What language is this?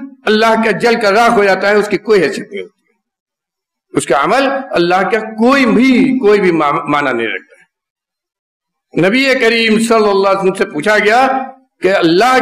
Urdu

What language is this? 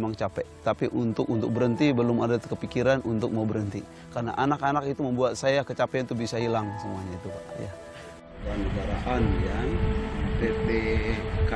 Indonesian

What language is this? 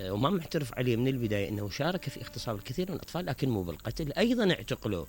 Mesopotamian Arabic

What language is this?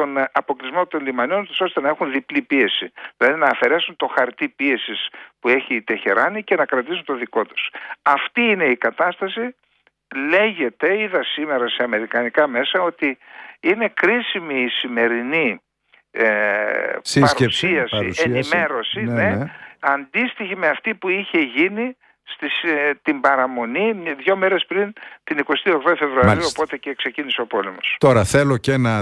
Greek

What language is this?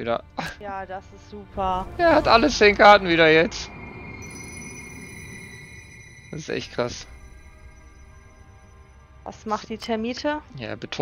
German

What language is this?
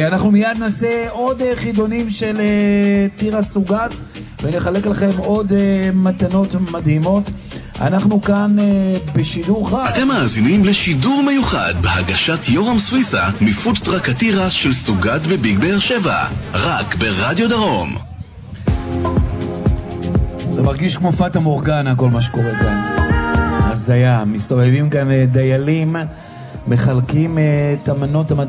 Hebrew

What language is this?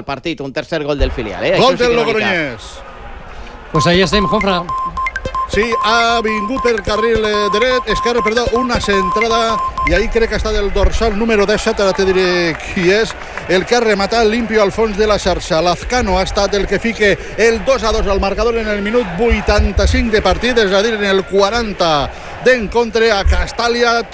Catalan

